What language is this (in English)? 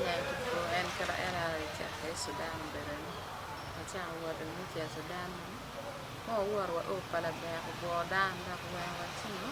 Acoli